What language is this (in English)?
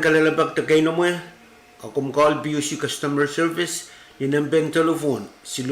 Pohnpeian